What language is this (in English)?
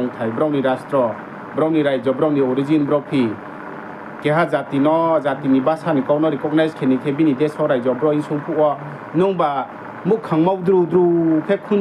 Riang (India)